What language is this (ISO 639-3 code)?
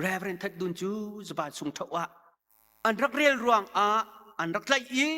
cnh